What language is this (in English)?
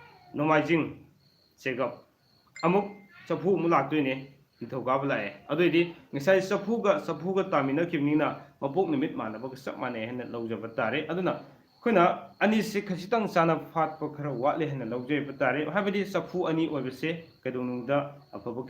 Manipuri